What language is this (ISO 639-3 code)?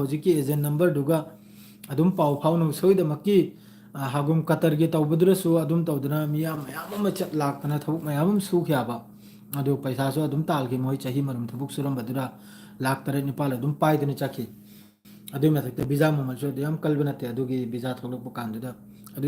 mni